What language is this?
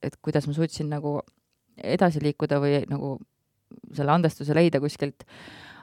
Estonian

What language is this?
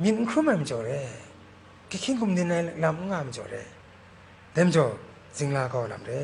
Kachin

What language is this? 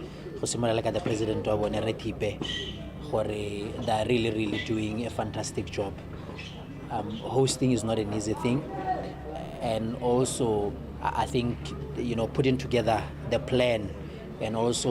Tswana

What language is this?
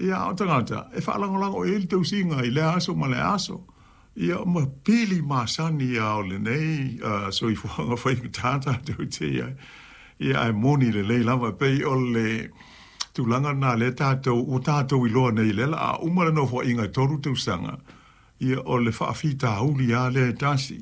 Samoan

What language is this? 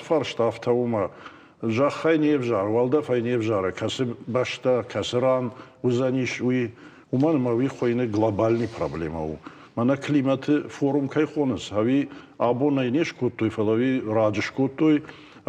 Ossetic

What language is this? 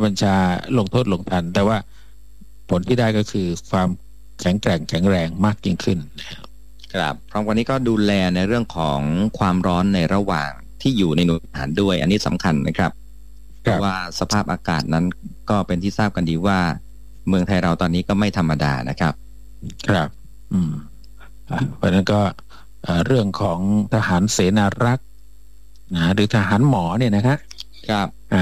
Thai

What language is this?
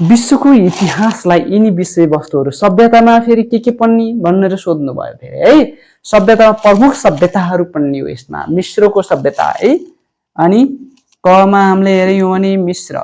Nepali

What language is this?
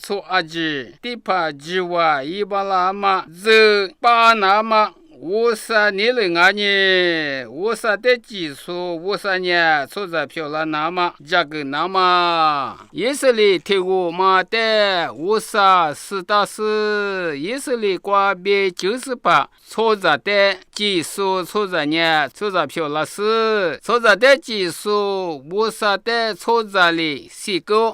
Lisu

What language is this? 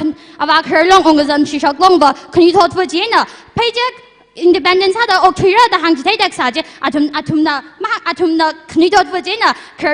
Tangkhul Naga (India)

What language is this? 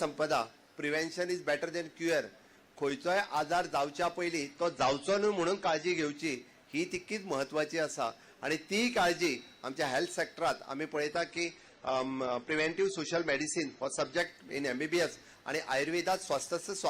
Konkani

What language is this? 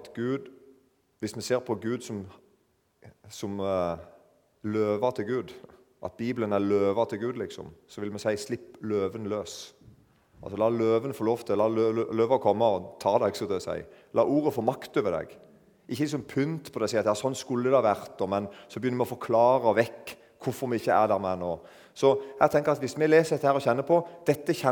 Norwegian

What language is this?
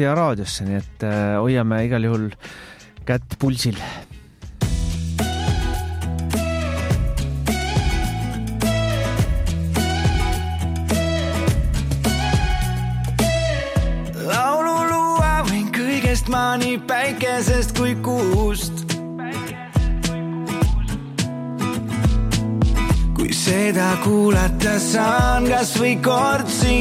Estonian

